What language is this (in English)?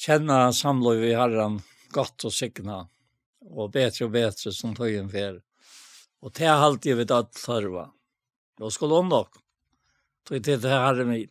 Faroese